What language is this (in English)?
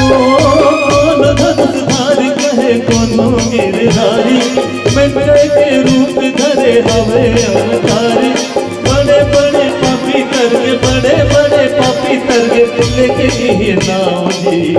Chhattisgarhi